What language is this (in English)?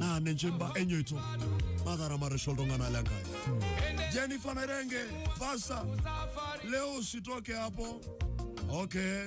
Masai